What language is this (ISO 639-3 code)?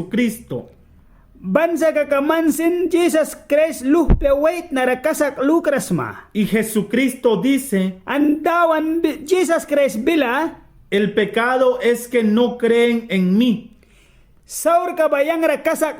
miq